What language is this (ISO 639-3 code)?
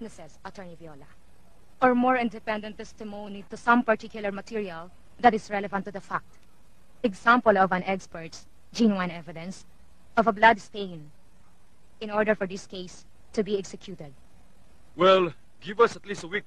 fil